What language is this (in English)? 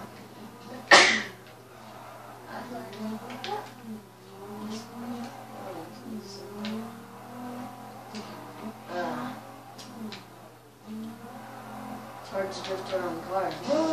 English